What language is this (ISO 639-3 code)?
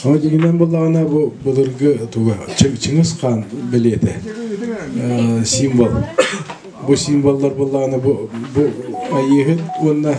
sah